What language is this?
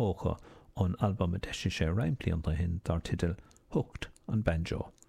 Irish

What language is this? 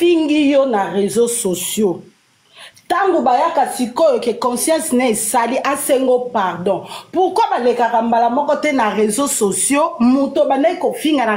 Lingala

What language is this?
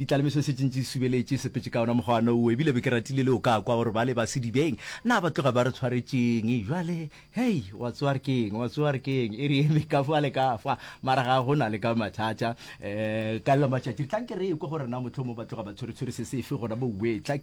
Northern Sotho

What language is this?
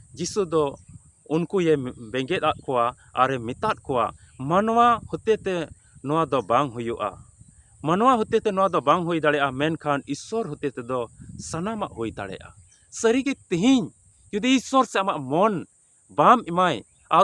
Santali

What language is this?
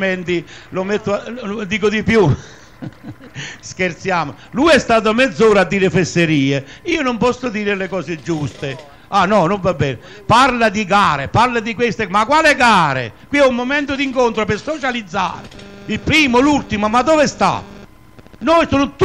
Italian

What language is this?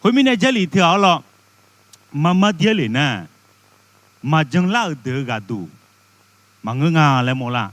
Akha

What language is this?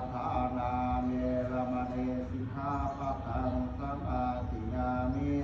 Pali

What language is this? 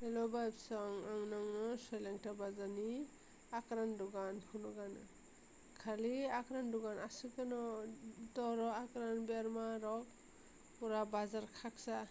Kok Borok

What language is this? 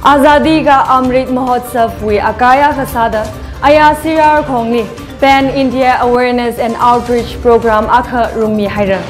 Tangkhul Naga (India)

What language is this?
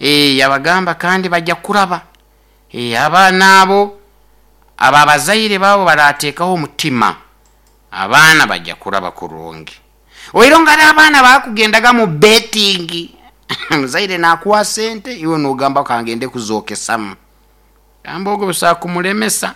Nyoro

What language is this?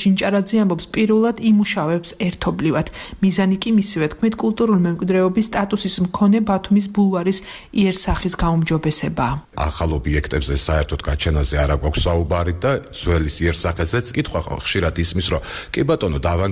Georgian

